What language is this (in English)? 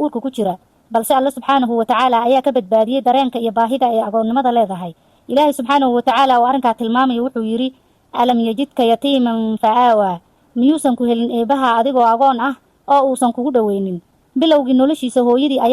Somali